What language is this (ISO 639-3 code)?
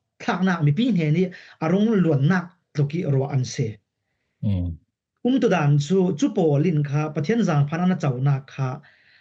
cfm